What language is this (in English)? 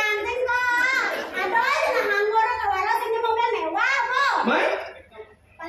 Balinese